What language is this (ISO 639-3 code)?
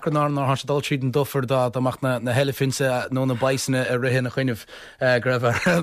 gle